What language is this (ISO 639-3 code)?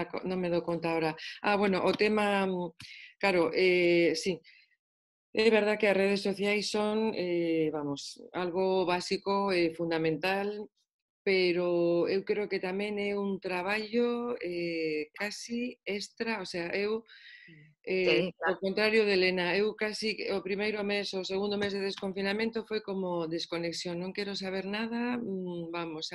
glg